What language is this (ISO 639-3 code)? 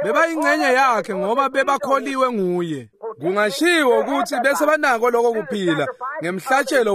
ssw